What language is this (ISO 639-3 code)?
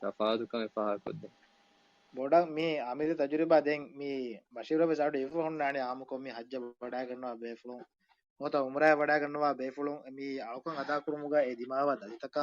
div